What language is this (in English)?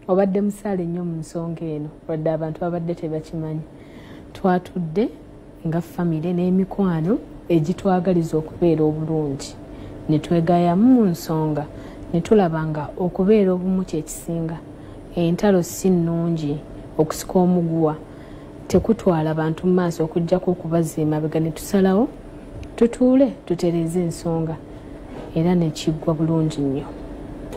Ganda